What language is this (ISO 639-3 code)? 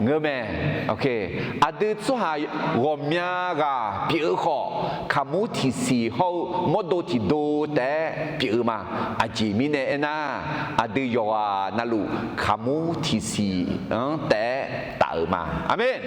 ahk